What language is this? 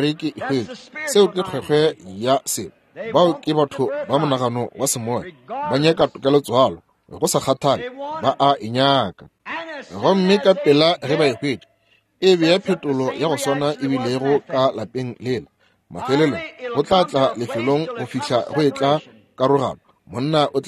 Northern Sotho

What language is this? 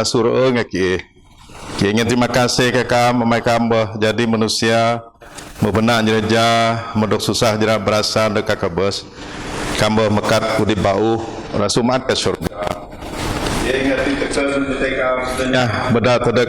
Biatah Bidayuh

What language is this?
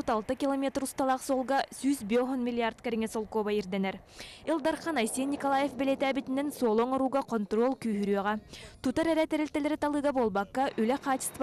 Yakut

